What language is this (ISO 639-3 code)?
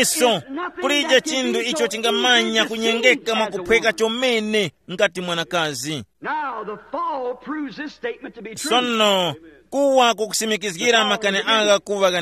tum